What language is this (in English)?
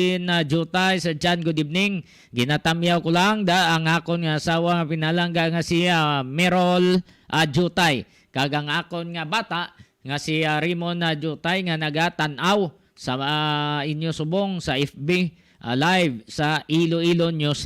Hiligaynon